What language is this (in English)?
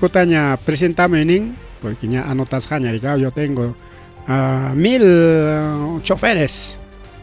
Ayacucho Quechua